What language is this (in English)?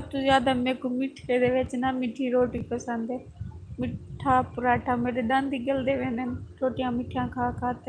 Saraiki